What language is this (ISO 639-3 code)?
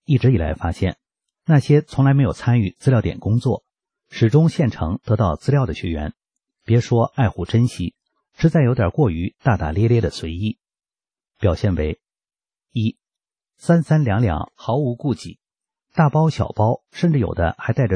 zho